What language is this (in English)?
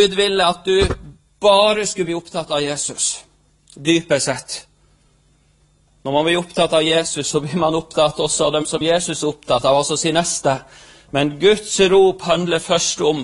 Norwegian